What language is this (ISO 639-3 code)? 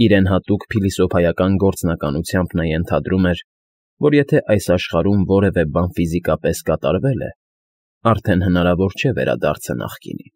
hye